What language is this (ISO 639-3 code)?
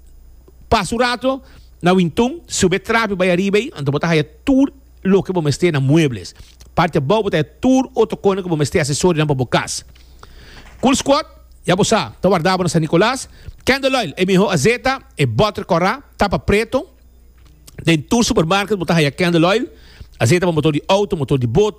pap